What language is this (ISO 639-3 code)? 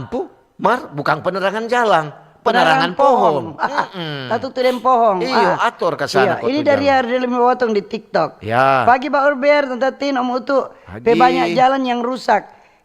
xmm